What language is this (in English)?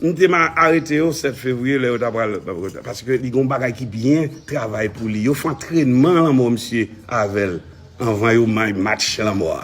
Haitian Creole